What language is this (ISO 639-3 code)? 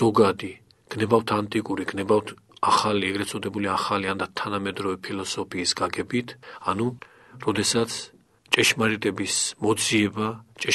kat